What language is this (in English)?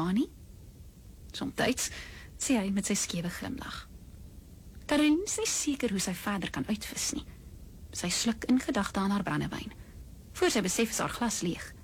Afrikaans